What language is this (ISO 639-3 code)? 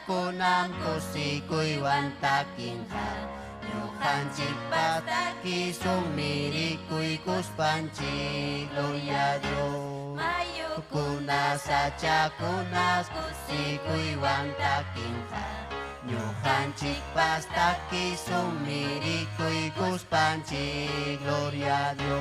quy